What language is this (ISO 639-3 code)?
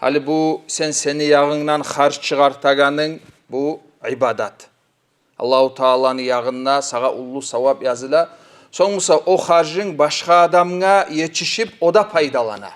kum